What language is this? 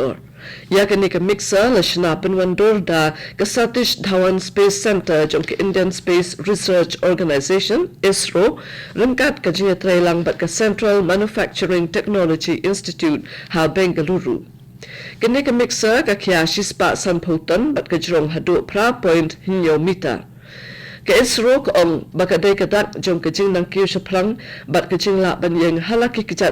Khasi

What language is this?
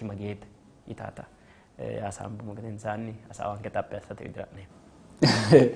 Sidamo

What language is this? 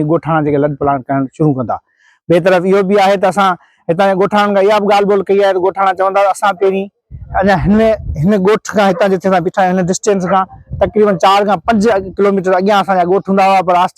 Sindhi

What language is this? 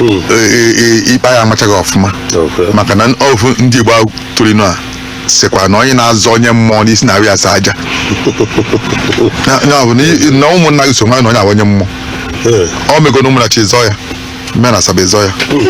Igbo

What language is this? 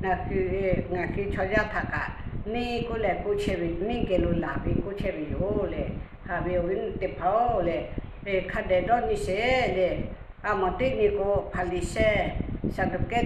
Lahu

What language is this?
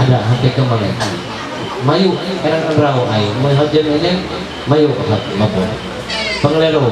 Ma'anyan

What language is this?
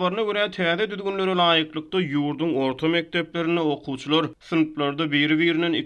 Turkmen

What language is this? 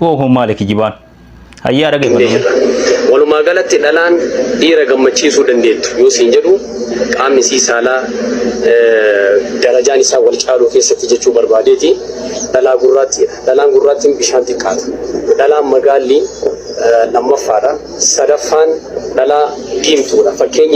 Oromo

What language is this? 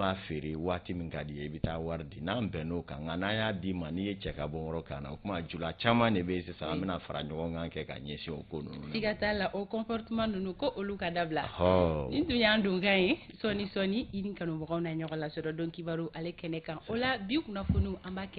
Bambara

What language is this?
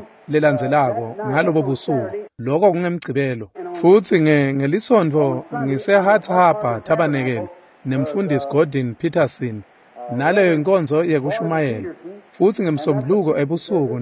Swati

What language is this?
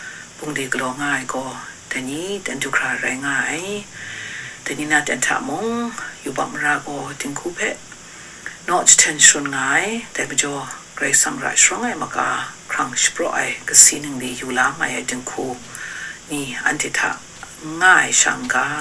Kachin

